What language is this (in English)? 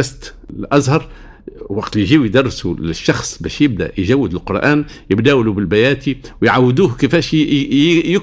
Tunisian Arabic